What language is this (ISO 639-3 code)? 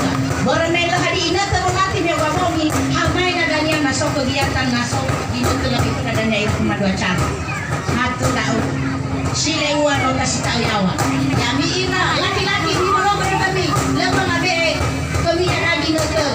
nia